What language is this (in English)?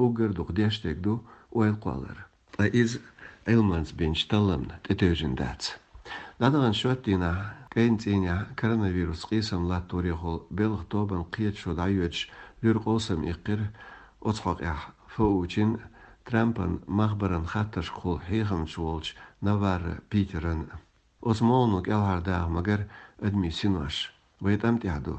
Chechen